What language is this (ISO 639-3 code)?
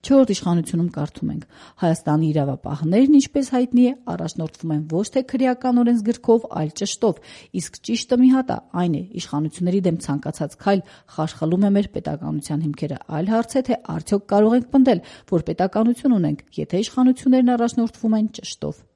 hye